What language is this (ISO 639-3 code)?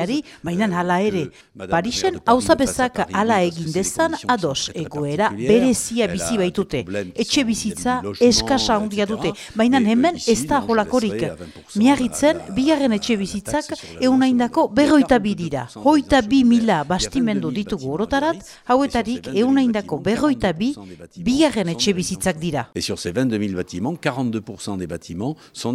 eus